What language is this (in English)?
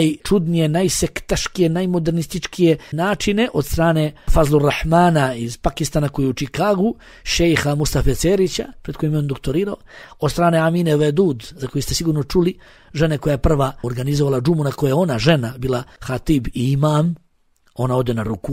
Bosnian